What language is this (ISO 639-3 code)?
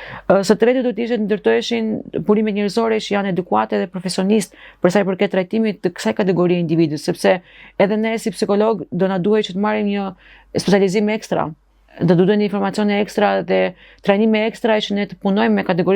sqi